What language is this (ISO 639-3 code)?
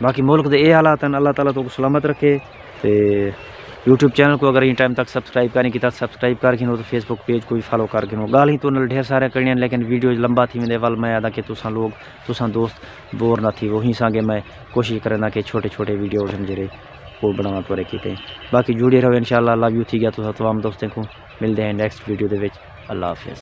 skr